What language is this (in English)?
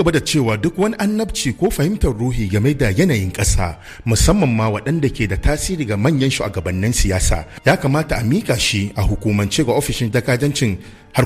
Hausa